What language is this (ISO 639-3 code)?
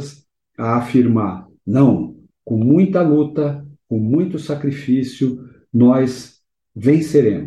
por